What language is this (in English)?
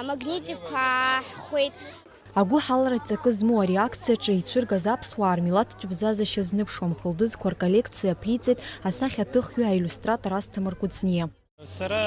Abkhazian